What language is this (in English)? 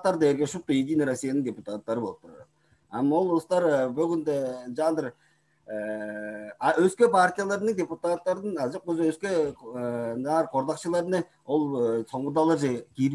Tuvinian